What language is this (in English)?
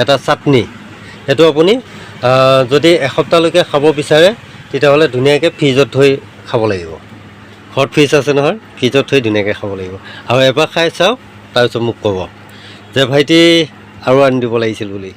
Assamese